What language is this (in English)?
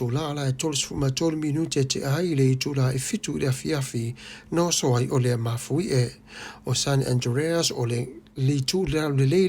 Samoan